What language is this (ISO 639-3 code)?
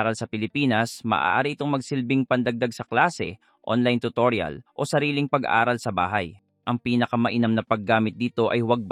fil